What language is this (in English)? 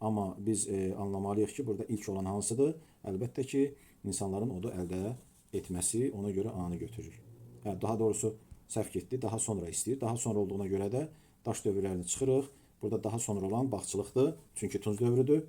Azerbaijani